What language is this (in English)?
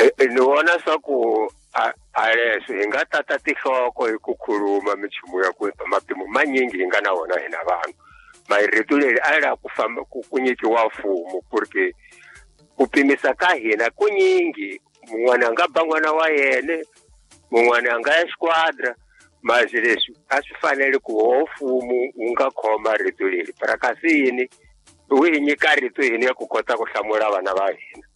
Tsonga